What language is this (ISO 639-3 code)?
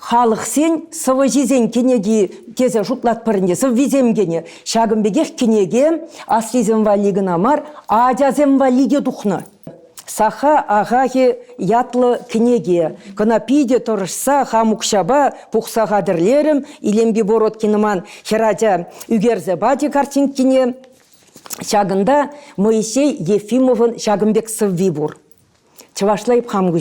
chv